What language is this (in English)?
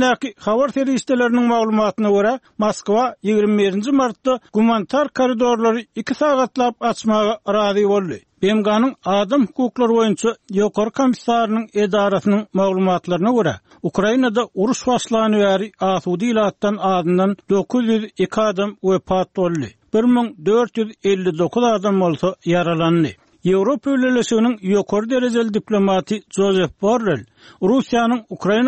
Turkmen